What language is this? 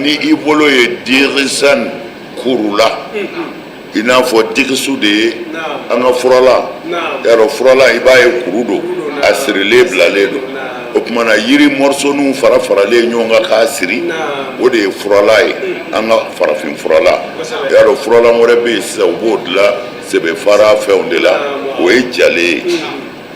Bambara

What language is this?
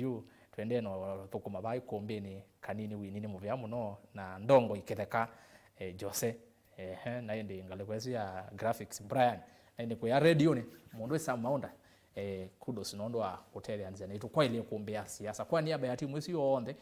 Kamba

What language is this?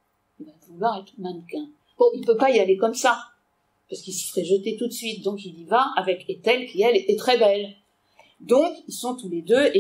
French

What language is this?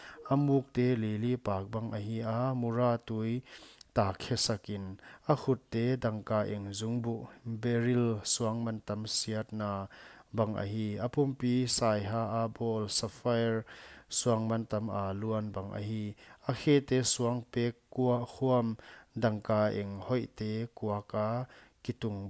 Paite Chin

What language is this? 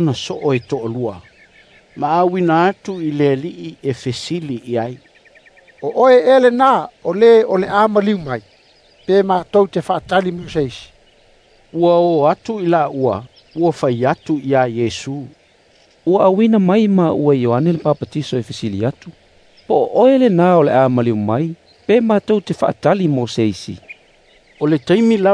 Samoan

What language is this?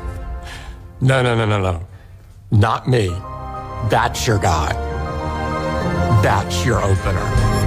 Catalan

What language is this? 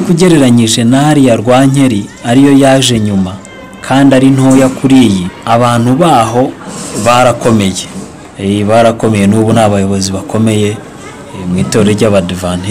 Kinyarwanda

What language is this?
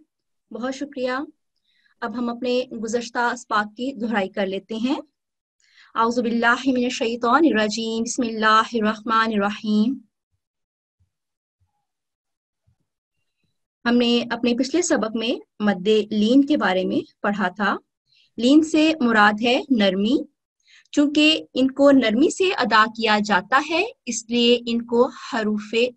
Urdu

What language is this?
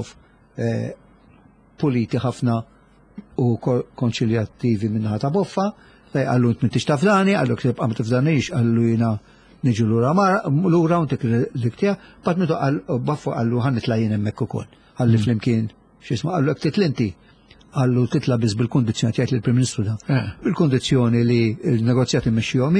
Maltese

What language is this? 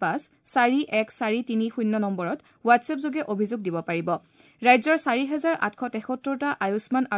Assamese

